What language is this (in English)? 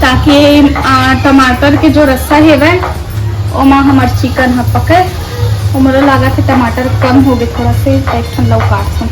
Chhattisgarhi